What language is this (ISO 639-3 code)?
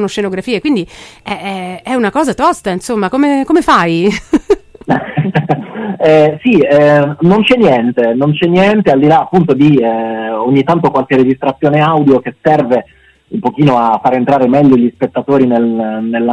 ita